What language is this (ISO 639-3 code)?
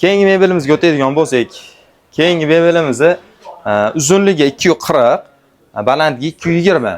uzb